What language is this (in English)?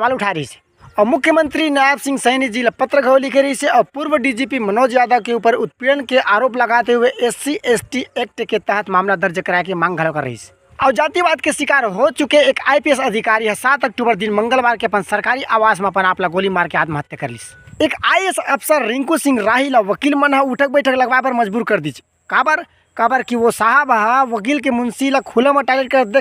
Chhattisgarhi